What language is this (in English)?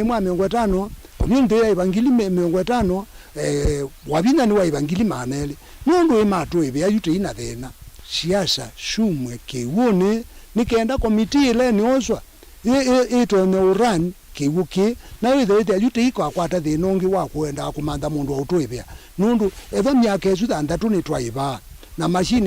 Kamba